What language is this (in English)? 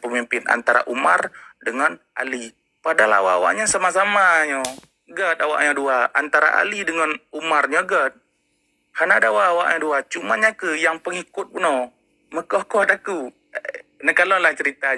Achinese